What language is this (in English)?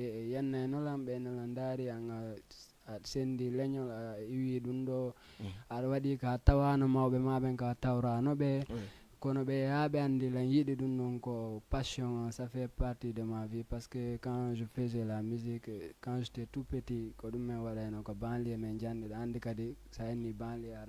Fula